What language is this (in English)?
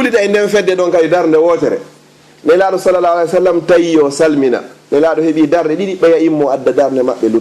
Fula